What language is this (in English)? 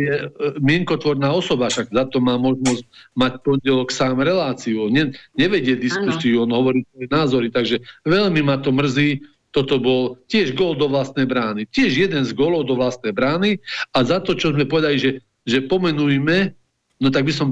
Slovak